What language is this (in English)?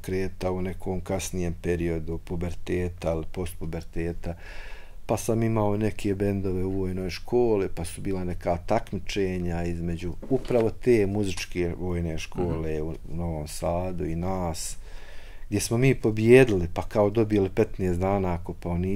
Bosnian